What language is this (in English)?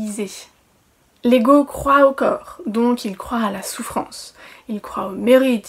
French